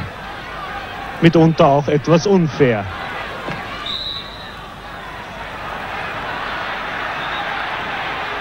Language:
German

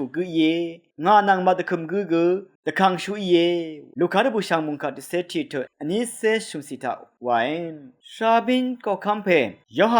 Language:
Rawang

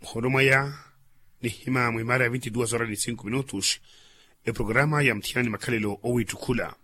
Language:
Makhuwa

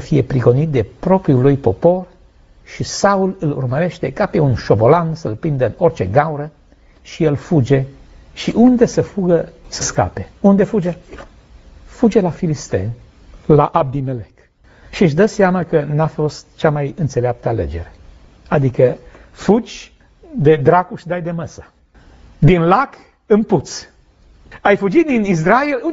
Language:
Romanian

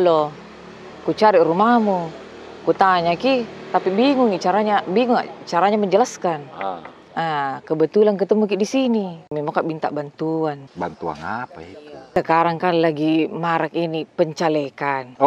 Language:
Makassar Malay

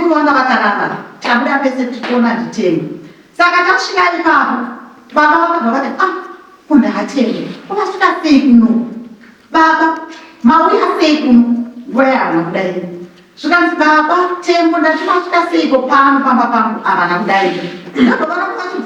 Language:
Shona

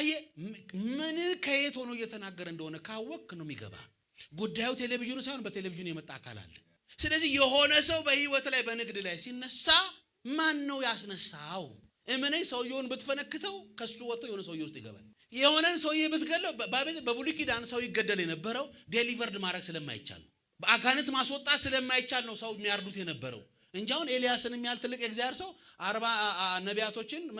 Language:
Amharic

